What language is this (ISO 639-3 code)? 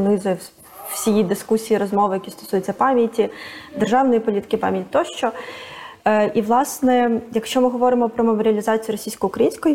ukr